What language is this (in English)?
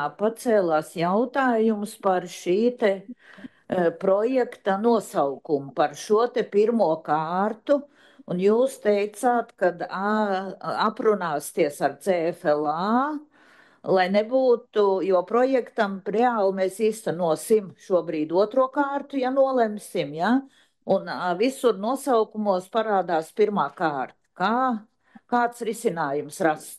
Latvian